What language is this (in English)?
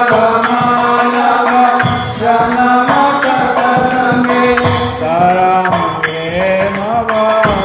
Odia